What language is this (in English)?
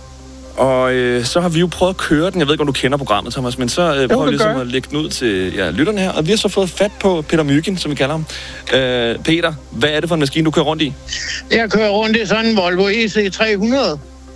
Danish